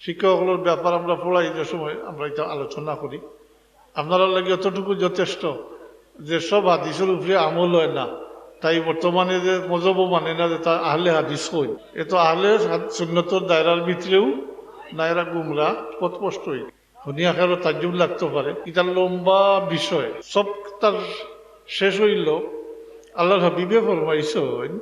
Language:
Sylheti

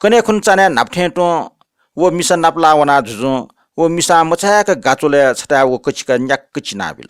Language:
Newari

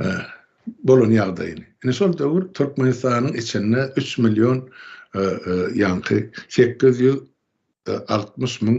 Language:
Turkmen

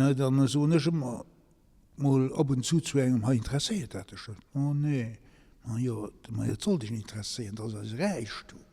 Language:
Luxembourgish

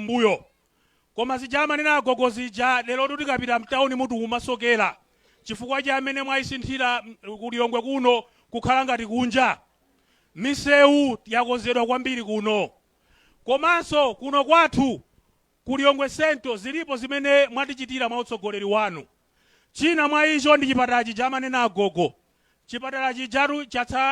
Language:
Nyanja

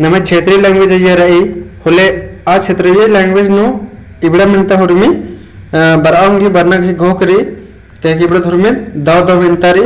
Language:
Kurukh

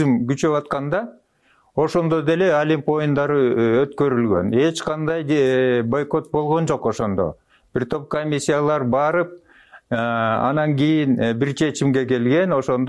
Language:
Kyrgyz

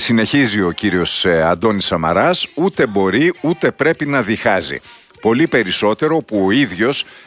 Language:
Greek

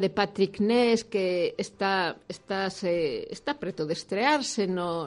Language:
Galician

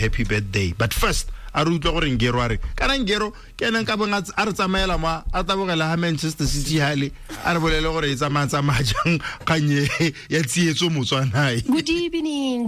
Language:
Tswana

